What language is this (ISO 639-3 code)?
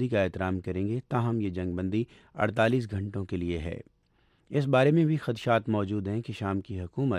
urd